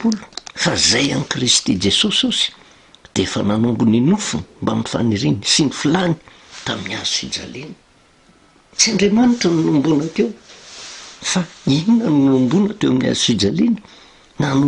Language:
Malagasy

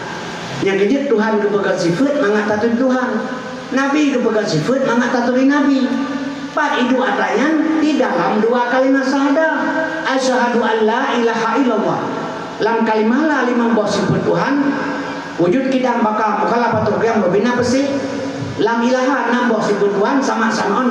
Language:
Achinese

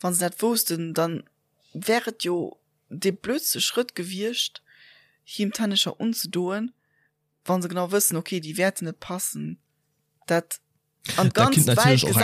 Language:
Luxembourgish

